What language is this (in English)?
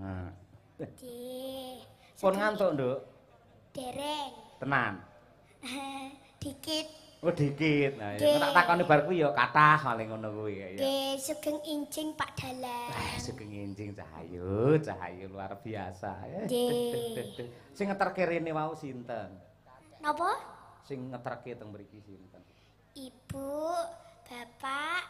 Javanese